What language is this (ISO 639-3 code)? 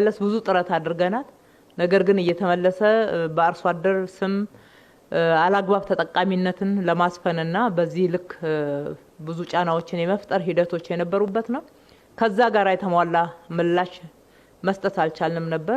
amh